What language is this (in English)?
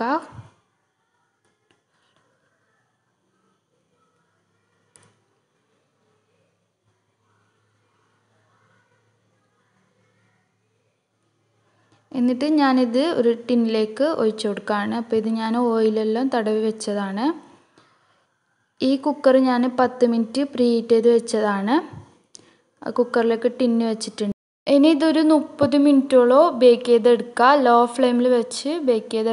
Malayalam